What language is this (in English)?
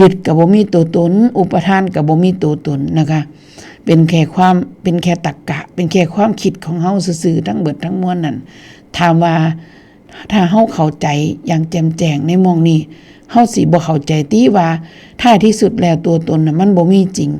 Northeastern Thai